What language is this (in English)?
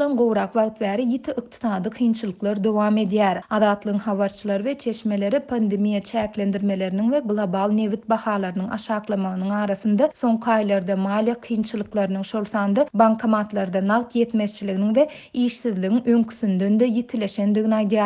Turkmen